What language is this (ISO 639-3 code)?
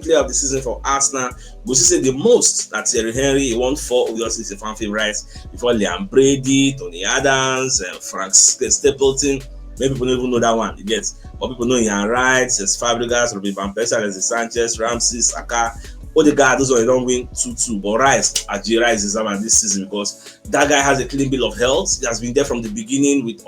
pcm